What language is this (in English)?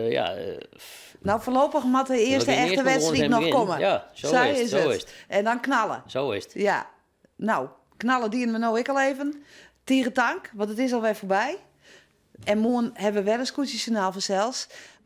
Western Frisian